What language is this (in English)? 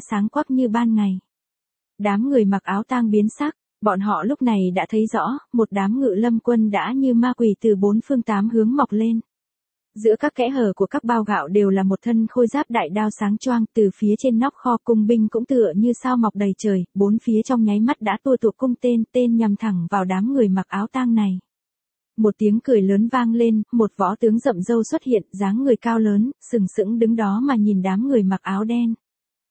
Vietnamese